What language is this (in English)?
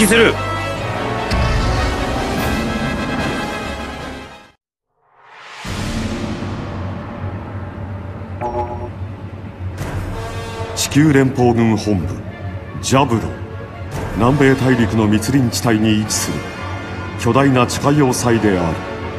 Japanese